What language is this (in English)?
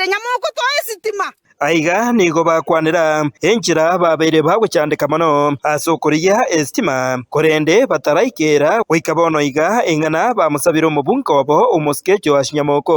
Gusii